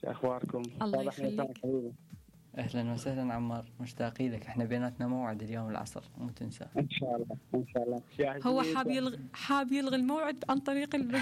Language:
Mesopotamian Arabic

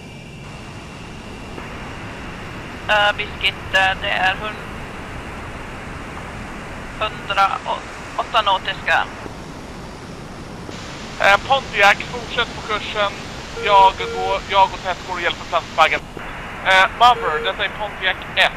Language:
Swedish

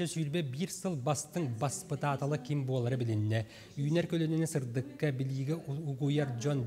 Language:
Yakut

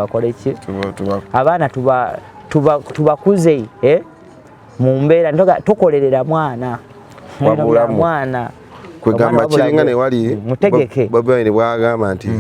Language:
Ganda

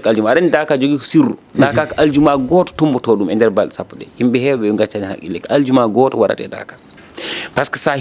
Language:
Fula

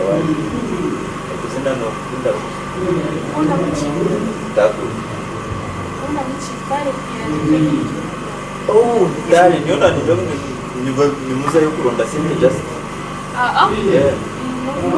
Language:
Nyankole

